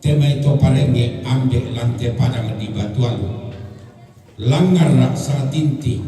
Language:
Toraja-Sa'dan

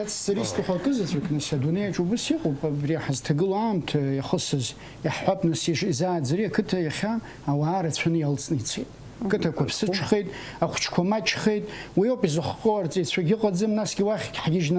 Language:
Abkhazian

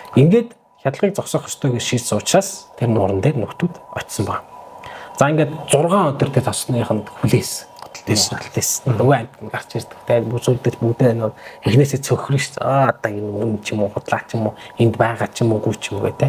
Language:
Mongolian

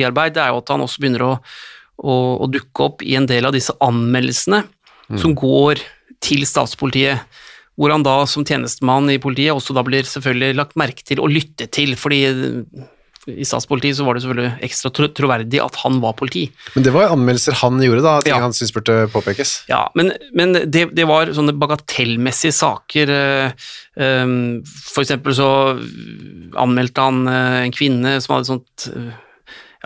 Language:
Norwegian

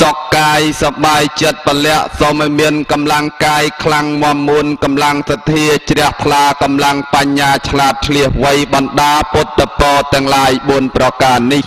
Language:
Khmer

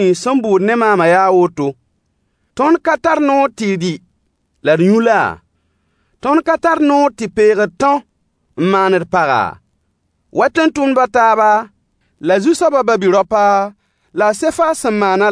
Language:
Mossi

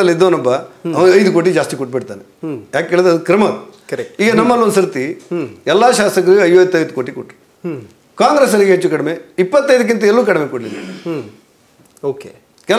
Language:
Kannada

